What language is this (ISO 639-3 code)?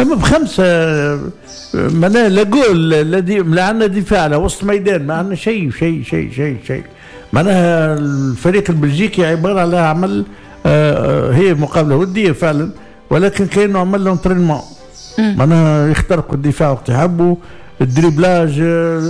aeb